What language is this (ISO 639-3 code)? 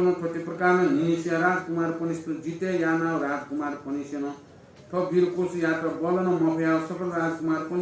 new